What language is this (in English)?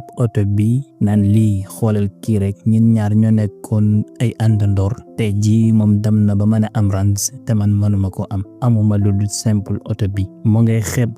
Wolof